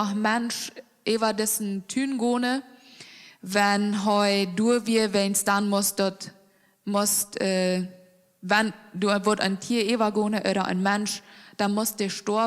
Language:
Plautdietsch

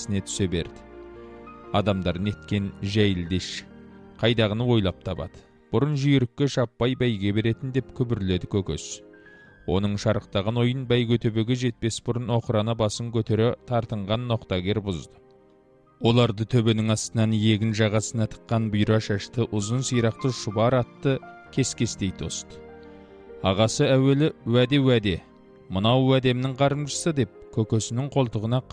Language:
Kazakh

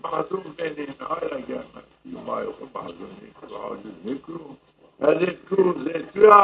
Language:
Zaza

